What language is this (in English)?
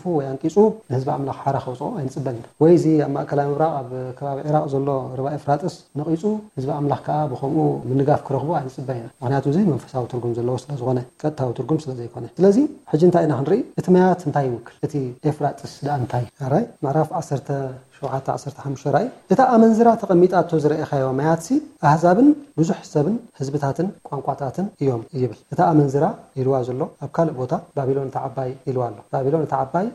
Tigrinya